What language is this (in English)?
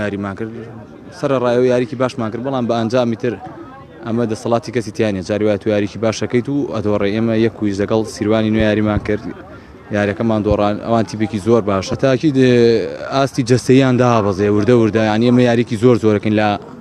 Central Kurdish